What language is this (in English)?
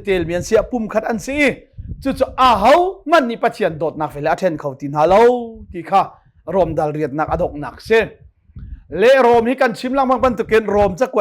Hakha Chin